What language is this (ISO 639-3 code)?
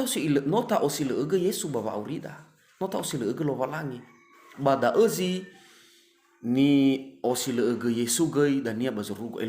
nia